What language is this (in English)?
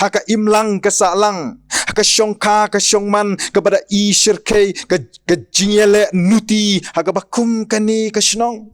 Khasi